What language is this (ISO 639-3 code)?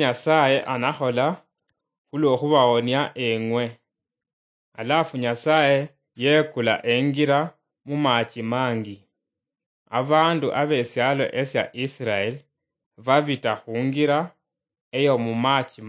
luy